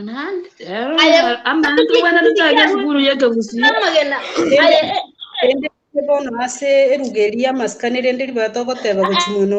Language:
Gusii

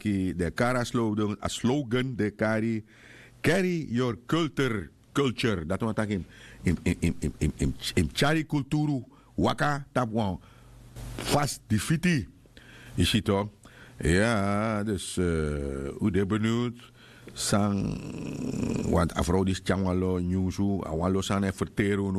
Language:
Sranan Tongo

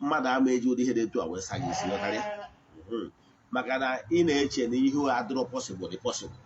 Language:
Igbo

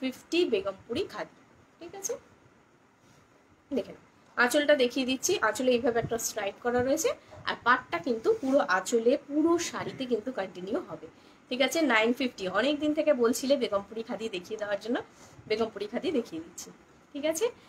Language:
Bangla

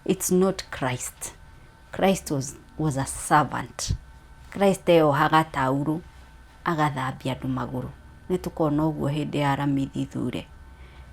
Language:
Kikuyu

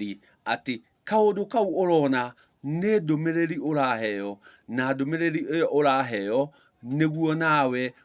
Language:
Kikuyu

